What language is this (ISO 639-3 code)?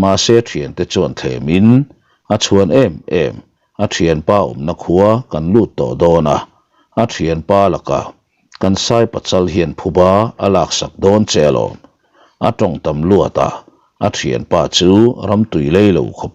lus